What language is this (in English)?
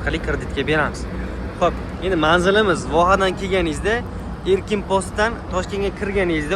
Uzbek